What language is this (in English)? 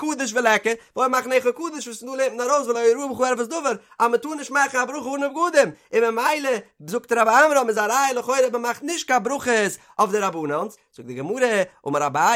Yiddish